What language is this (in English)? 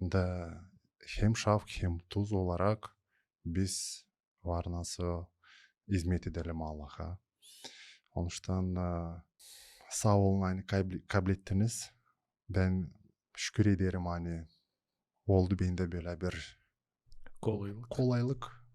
Gagauz